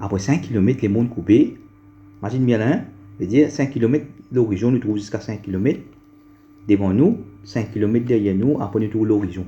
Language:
Morisyen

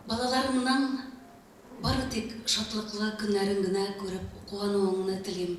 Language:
Bashkir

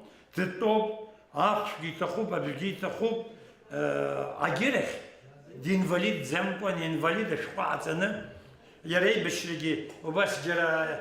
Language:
Abkhazian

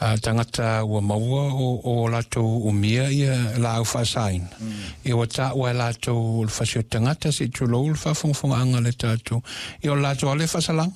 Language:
Samoan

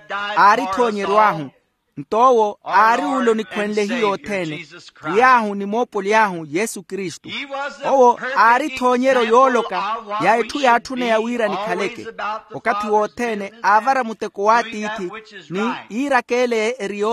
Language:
Makhuwa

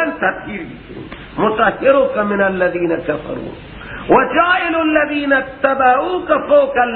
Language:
Persian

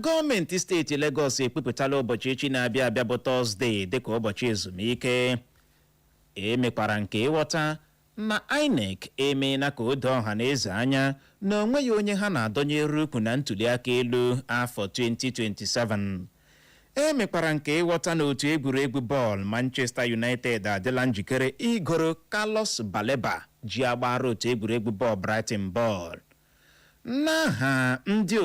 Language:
Igbo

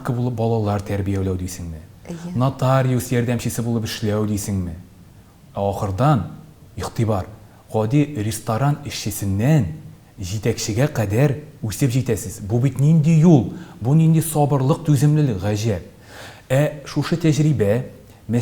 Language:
Tatar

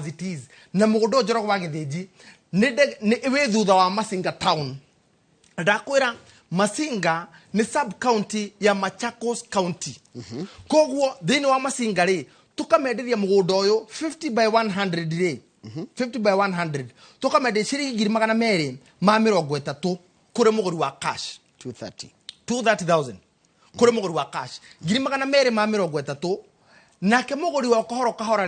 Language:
Kikuyu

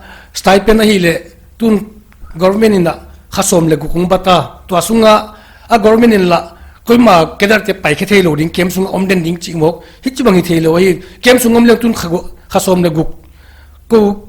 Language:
Paite Chin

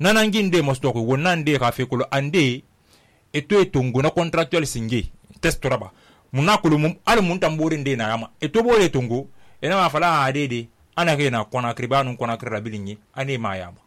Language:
Susu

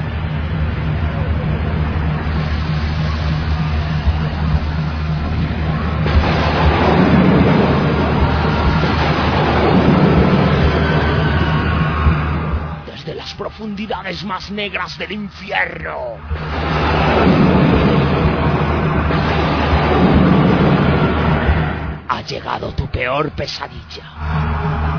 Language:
Spanish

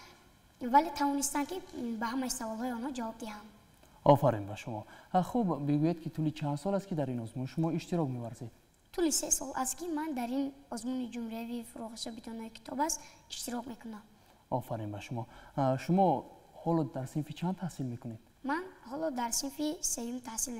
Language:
Tajik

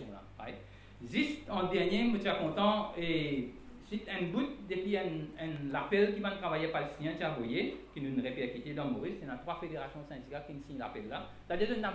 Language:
Morisyen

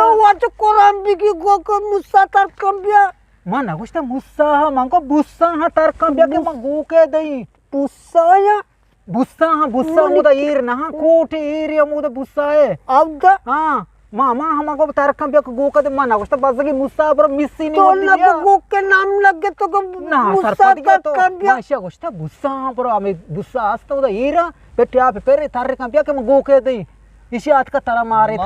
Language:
Eastern Balochi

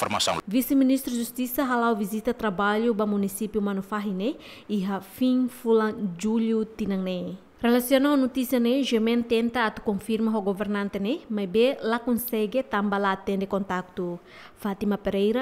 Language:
Tetum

